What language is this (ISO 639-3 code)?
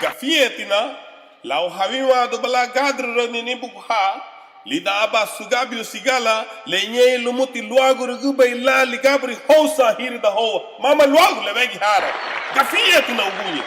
cab